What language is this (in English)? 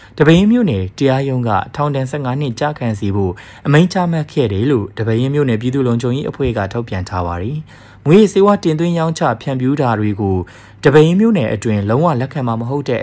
Burmese